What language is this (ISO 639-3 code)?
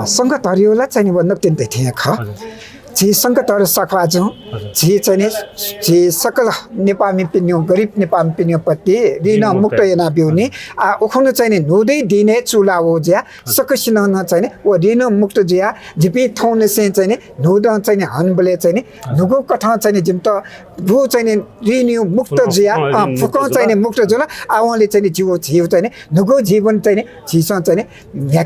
new